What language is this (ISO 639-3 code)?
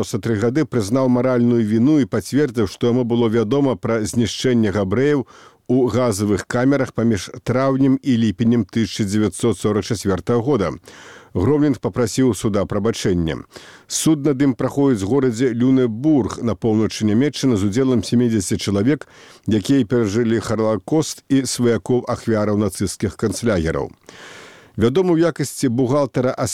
bel